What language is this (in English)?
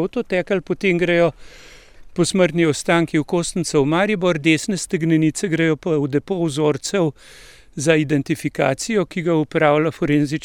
Slovenian